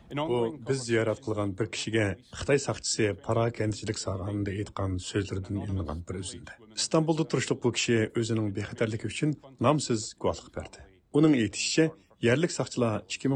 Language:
Uyghur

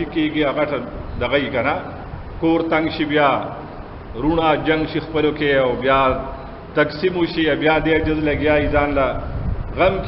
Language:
Pashto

